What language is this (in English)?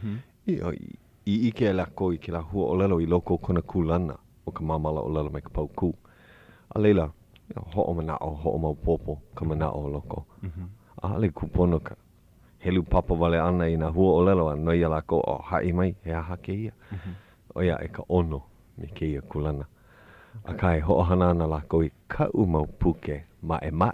Hawaiian